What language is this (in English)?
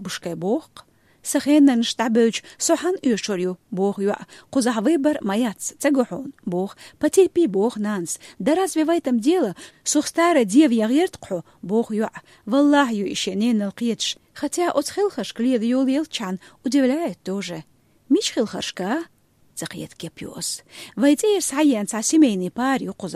Chechen